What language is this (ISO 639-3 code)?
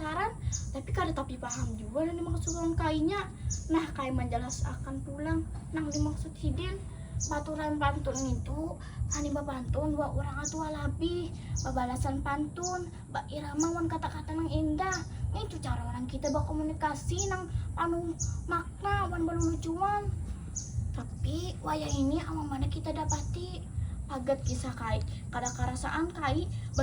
bjn